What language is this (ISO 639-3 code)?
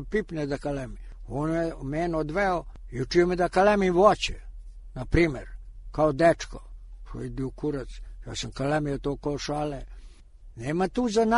srp